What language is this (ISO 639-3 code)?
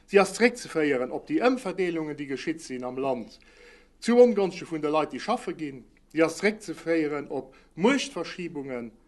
ltz